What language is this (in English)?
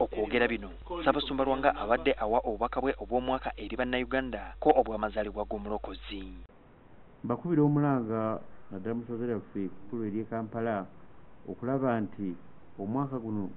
Ganda